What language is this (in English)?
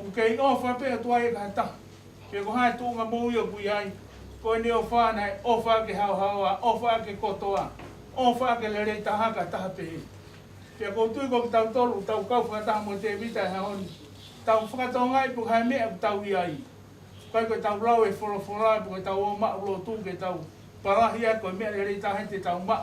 Tongan